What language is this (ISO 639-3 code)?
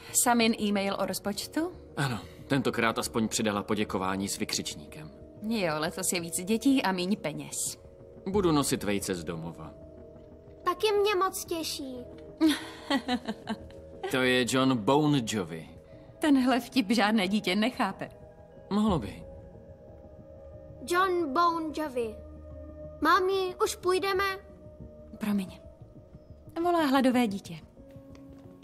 ces